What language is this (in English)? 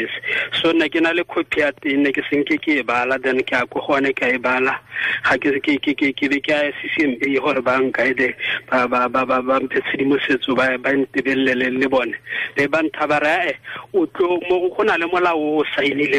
Tswana